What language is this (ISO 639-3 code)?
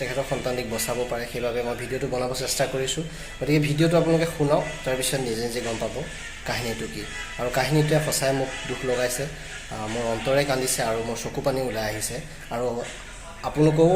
asm